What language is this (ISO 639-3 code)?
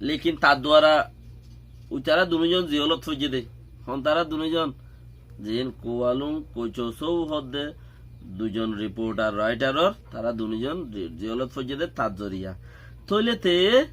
rhg